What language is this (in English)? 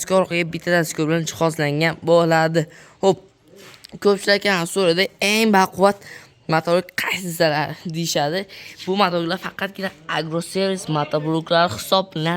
Uzbek